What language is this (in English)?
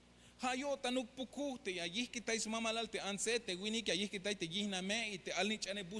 Tzeltal